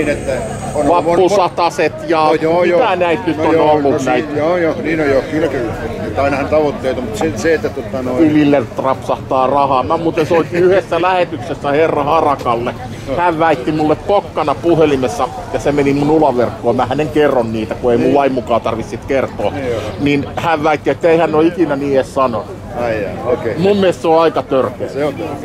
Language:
Finnish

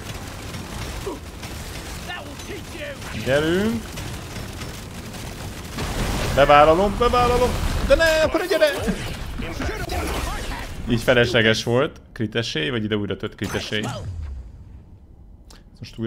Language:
Hungarian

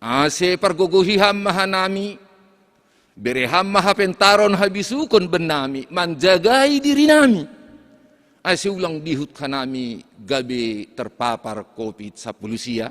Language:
Batak Simalungun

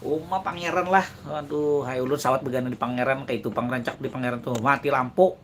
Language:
Banjar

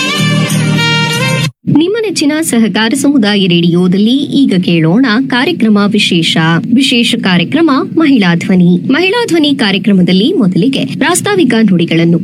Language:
Kannada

